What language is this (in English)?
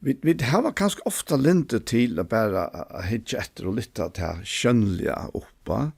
Faroese